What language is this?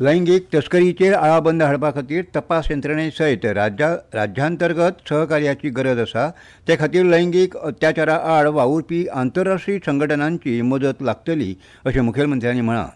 Konkani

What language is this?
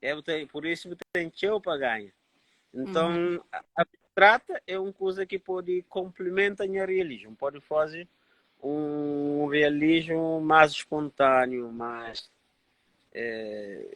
Kabuverdianu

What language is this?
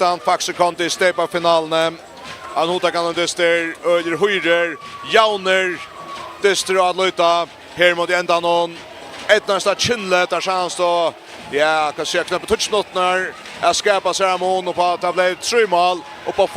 Faroese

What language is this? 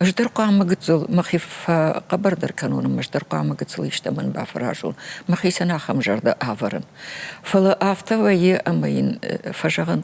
Ossetic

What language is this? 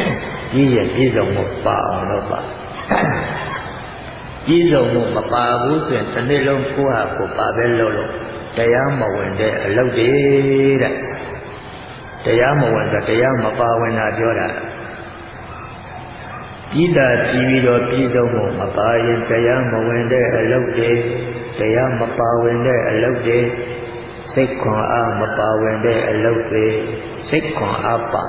Burmese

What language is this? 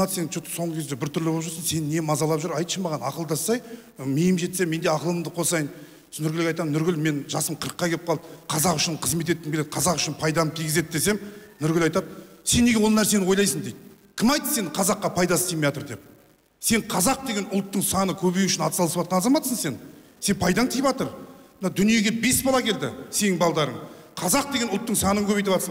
Kazakh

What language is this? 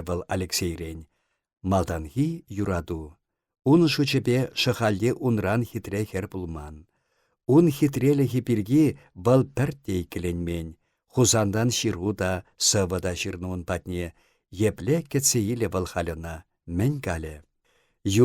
Chuvash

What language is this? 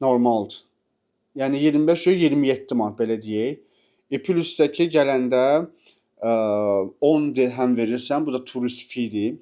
Azerbaijani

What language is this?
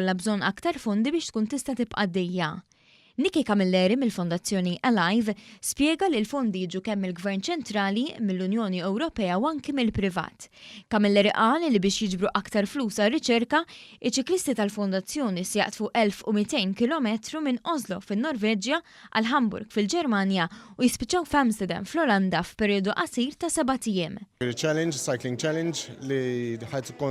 Maltese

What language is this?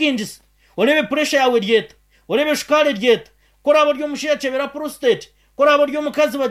Nyankole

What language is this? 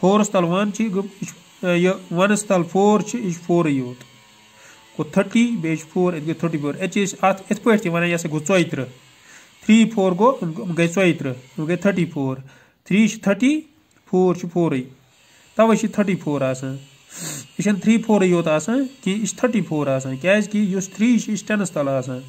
Kashmiri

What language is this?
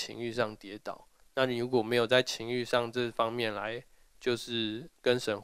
Chinese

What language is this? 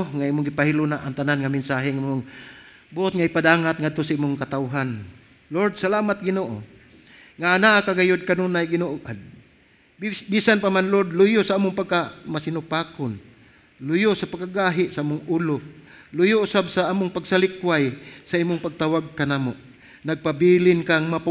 Cebuano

